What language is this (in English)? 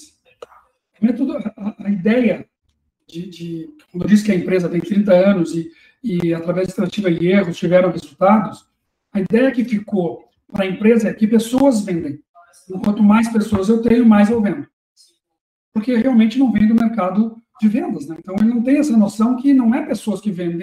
Portuguese